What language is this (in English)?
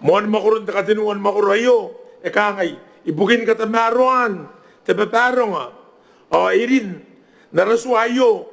Gilbertese